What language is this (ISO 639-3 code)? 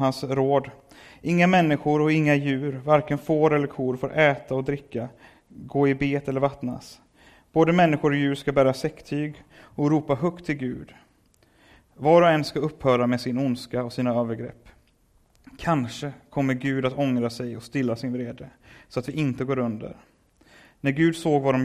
swe